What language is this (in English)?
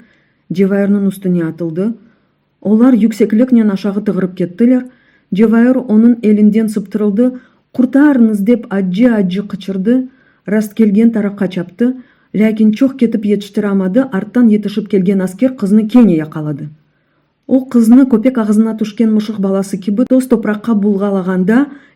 Crimean Tatar